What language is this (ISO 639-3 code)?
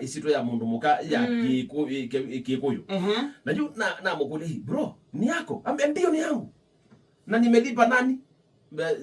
kam